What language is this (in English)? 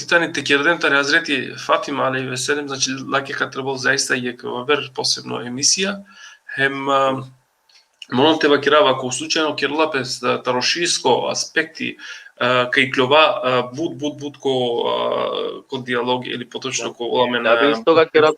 Balkan Romani